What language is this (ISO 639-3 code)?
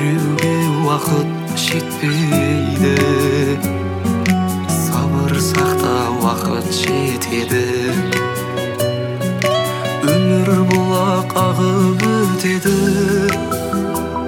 kaz